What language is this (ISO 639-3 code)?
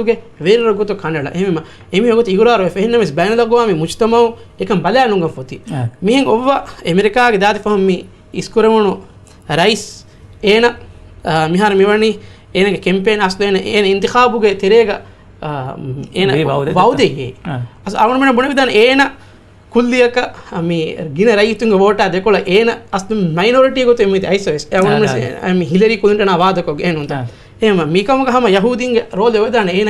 div